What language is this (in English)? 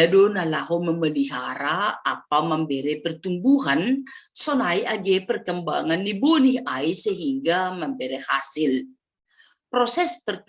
Batak Simalungun